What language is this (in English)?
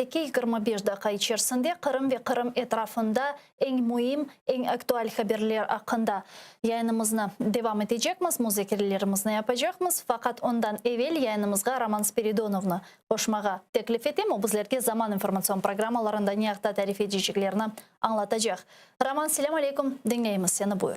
Crimean Tatar